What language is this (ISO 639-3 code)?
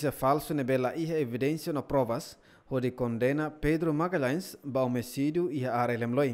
tet